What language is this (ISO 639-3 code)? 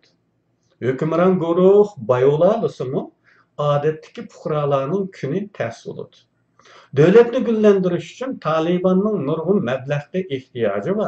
uig